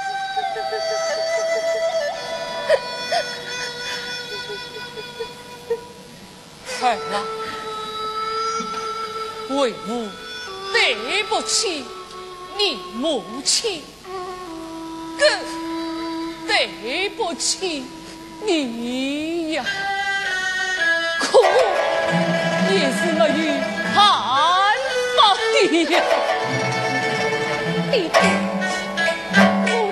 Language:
Chinese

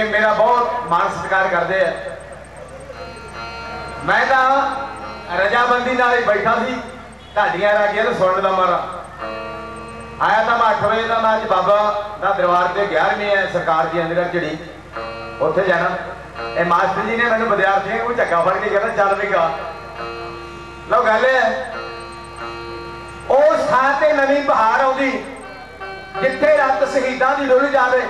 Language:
Punjabi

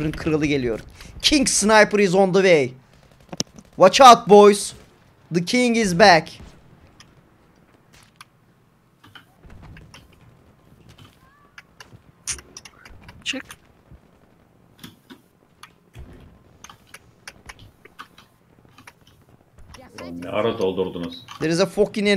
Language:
Turkish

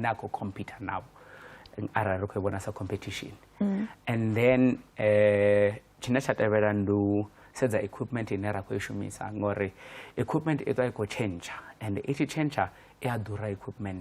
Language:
Venda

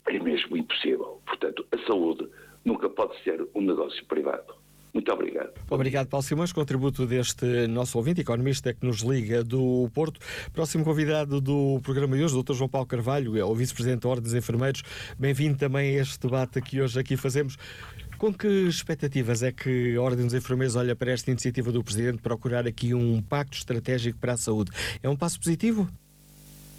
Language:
Portuguese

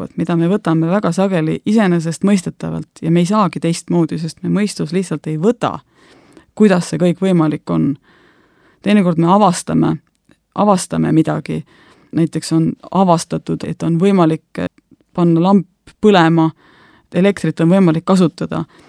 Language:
Estonian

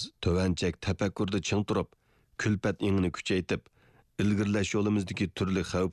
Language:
Uyghur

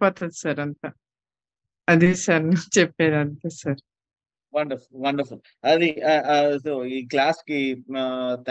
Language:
Telugu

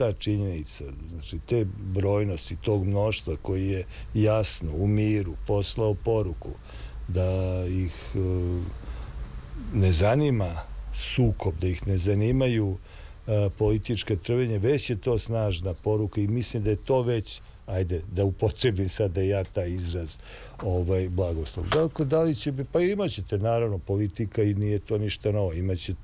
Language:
Serbian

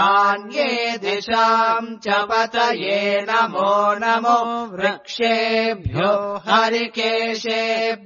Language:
Sanskrit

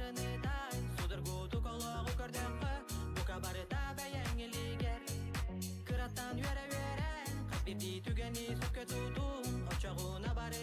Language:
Yakut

